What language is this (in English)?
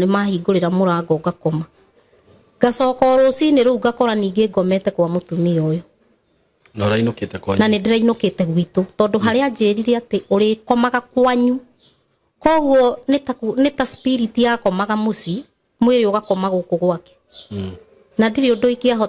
Kikuyu